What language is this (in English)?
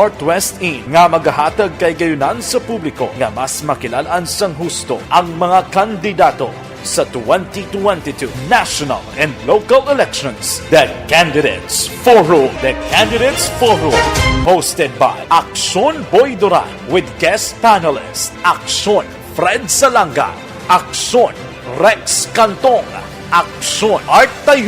Hiligaynon